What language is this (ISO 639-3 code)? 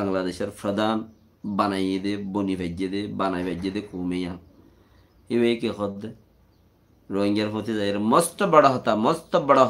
rhg